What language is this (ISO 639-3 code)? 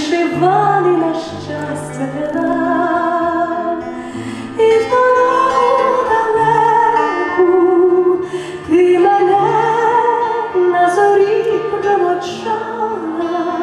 ukr